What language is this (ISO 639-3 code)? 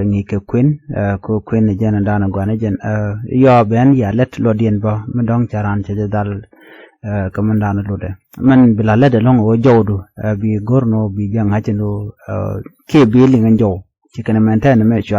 nus